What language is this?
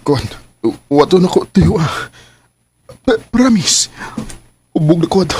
Cebuano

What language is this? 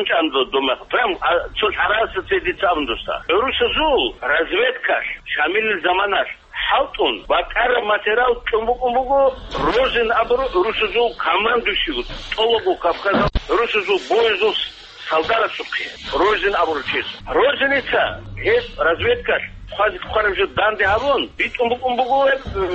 Avaric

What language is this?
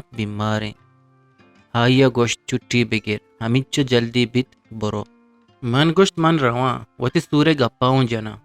Eastern Balochi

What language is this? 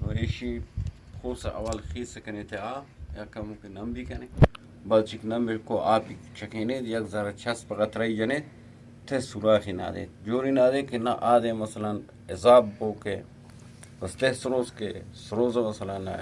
Eastern Balochi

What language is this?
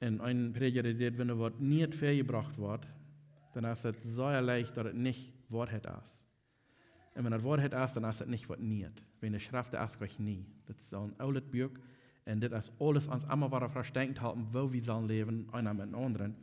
Plautdietsch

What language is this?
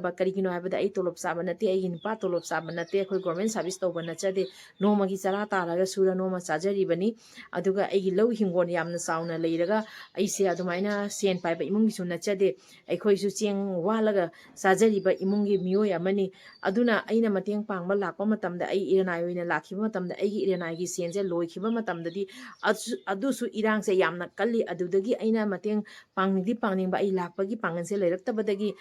Manipuri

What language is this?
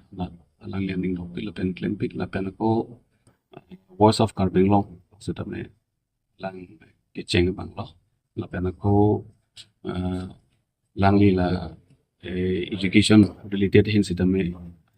Karbi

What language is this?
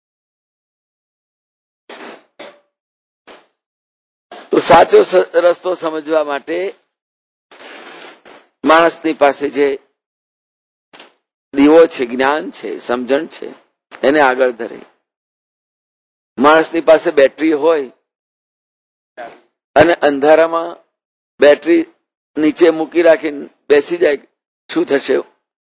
Gujarati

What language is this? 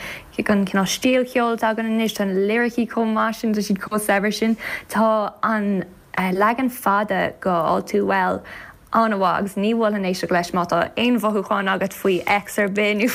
Irish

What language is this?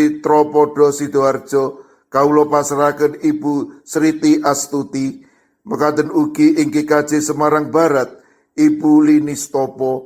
Javanese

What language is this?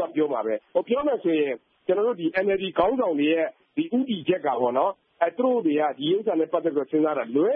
Burmese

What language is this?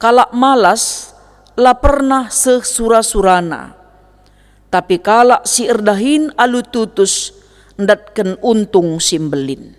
Batak Karo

